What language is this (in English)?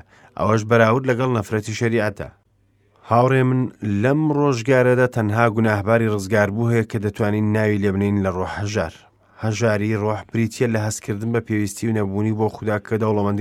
Central Kurdish